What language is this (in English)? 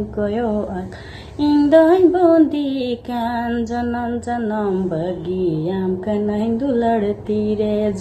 Santali